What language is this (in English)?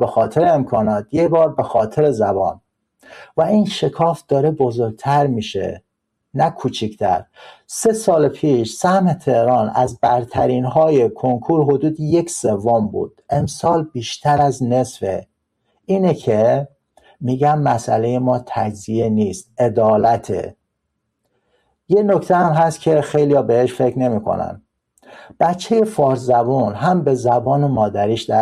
Persian